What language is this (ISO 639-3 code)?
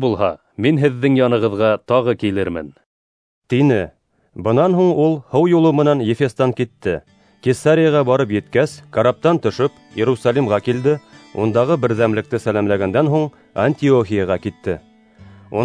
bak